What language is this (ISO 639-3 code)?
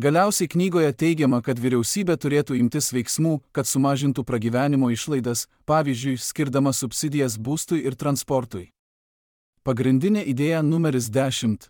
lit